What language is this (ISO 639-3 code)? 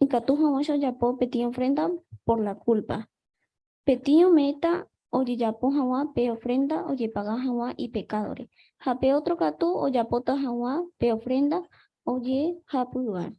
grn